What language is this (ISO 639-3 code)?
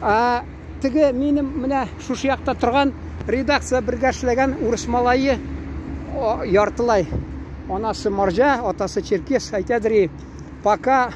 tat